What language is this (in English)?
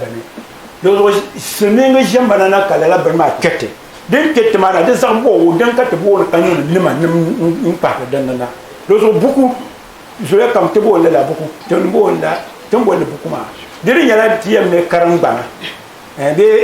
Dagbani